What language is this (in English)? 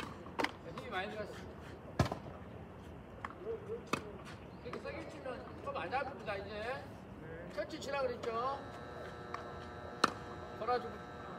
Korean